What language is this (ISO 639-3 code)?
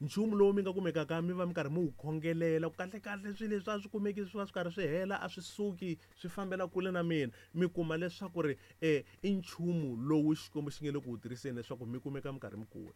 tso